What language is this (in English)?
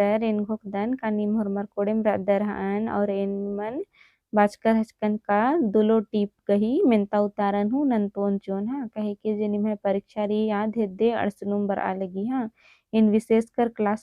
Kurukh